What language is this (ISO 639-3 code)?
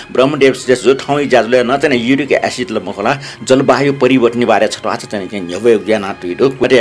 new